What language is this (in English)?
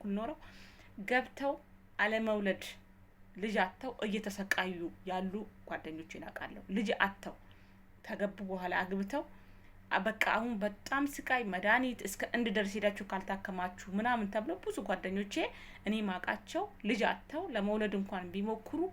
Amharic